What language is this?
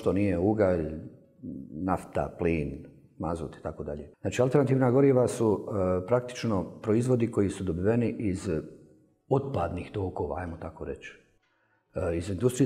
Bosnian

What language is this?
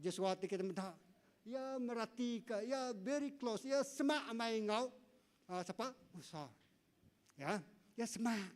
Iban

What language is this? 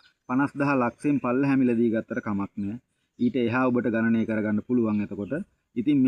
Sinhala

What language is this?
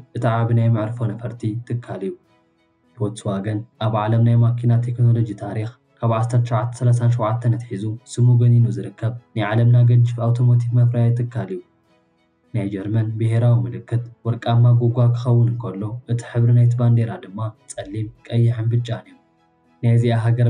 Tigrinya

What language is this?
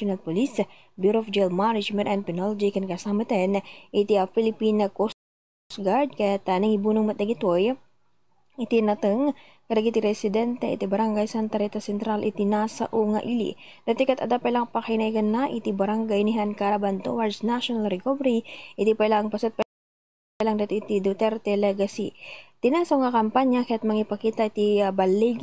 Iloko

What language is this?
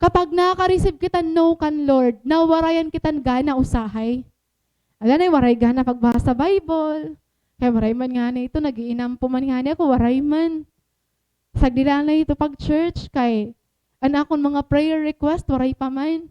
Waray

